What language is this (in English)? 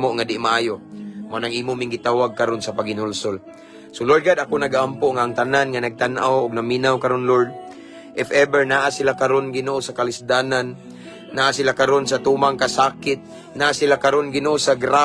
Cebuano